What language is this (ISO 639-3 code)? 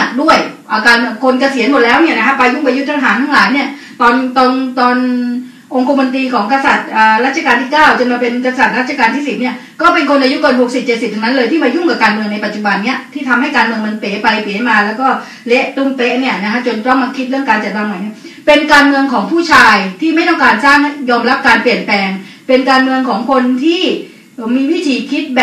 tha